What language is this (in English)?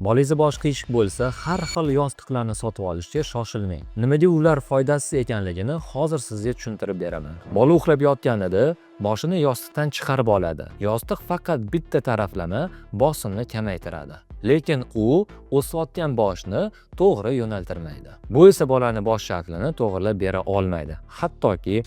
Uzbek